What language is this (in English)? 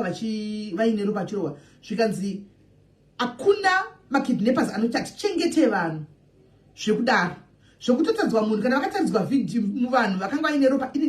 Shona